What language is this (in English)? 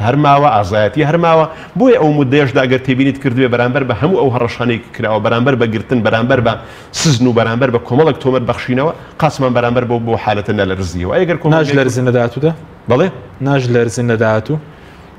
Central Kurdish